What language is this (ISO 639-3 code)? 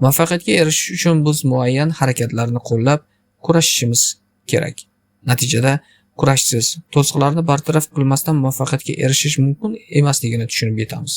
uzb